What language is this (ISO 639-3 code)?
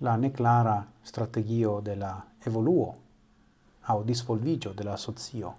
epo